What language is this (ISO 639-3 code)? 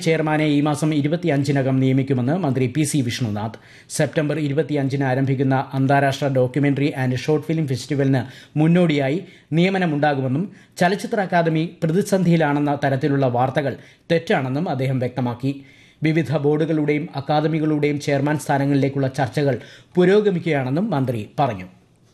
mal